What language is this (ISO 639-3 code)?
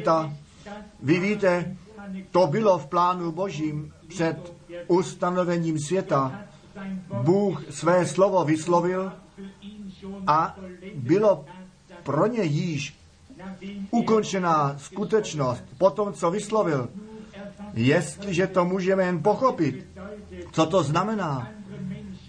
ces